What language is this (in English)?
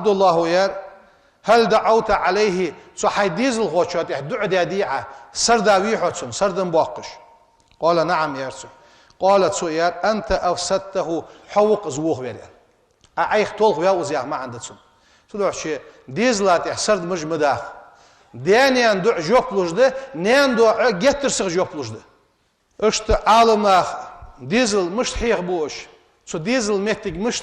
Ingush